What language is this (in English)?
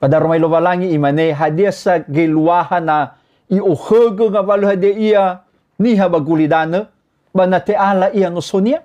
Nias